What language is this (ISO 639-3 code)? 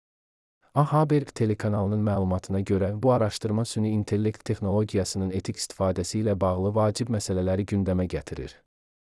aze